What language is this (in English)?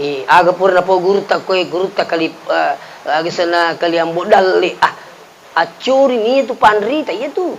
Buginese